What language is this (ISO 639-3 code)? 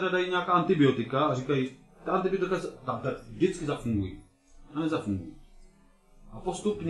ces